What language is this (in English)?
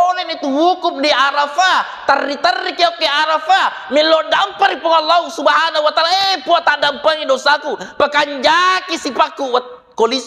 Buginese